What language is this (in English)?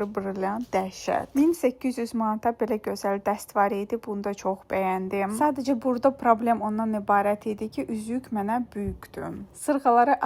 Azerbaijani